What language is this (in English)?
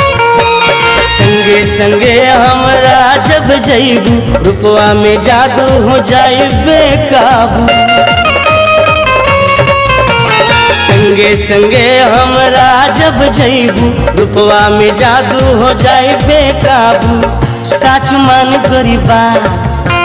Bhojpuri